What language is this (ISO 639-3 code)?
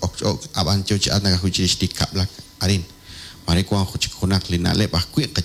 kek